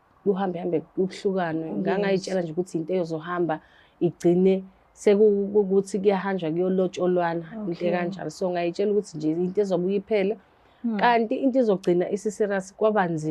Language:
Zulu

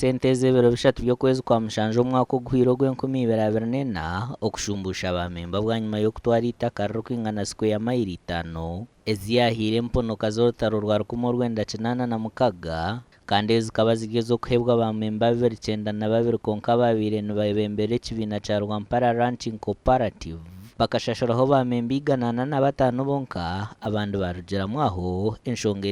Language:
Nyankole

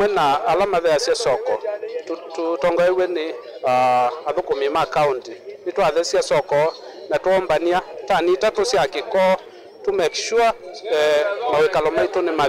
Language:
Kamba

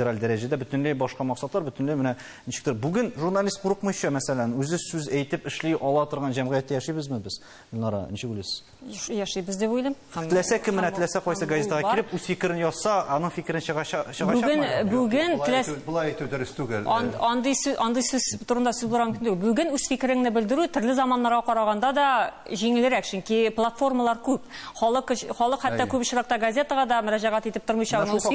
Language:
Tatar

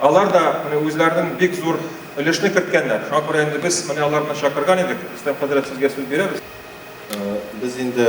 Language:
Tatar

